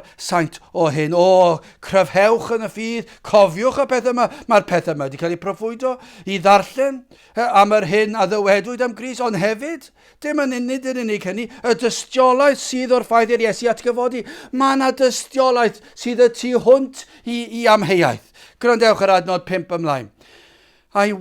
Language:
Welsh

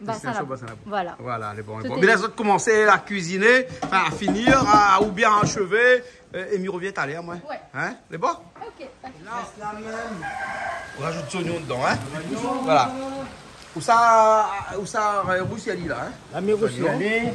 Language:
Réunion Creole French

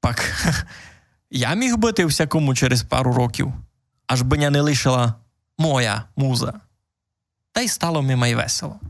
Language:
Rusyn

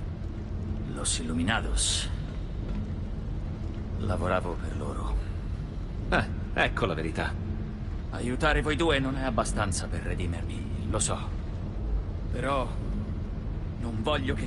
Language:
Italian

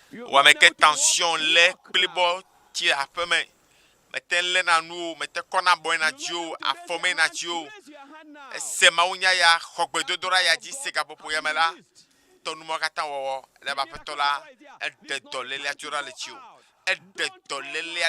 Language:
Ewe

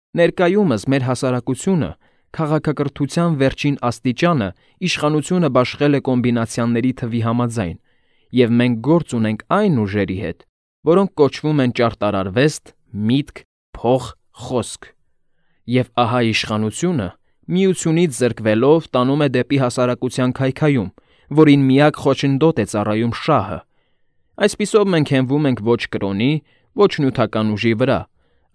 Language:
Armenian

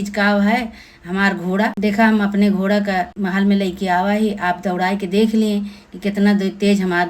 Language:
Awadhi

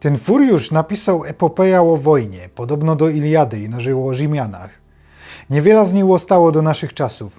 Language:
Silesian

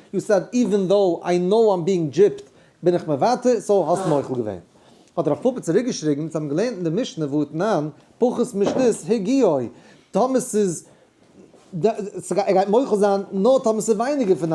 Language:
Yiddish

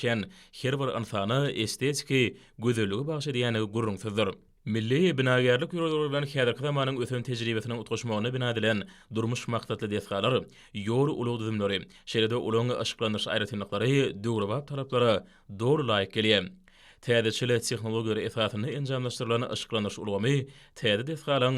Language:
Turkmen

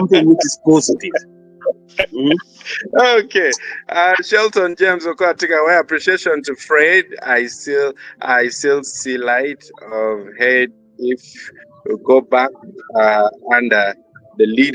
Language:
Acoli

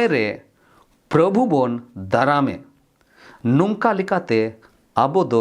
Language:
Santali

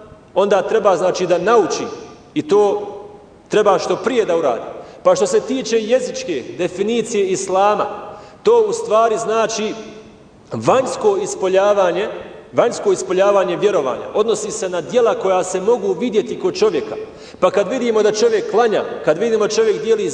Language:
Bosnian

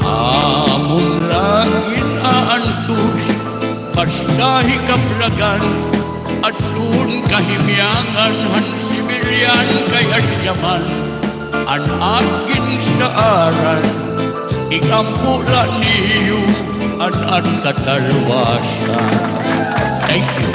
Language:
Waray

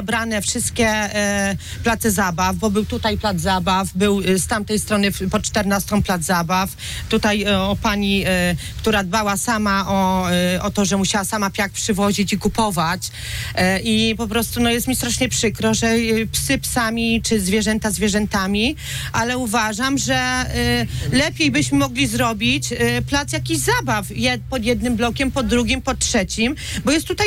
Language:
Polish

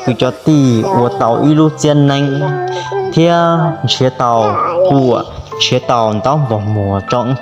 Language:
Hmong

